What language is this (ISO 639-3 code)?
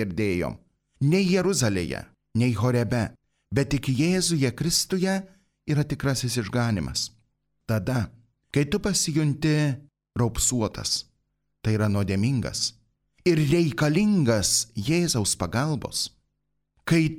lit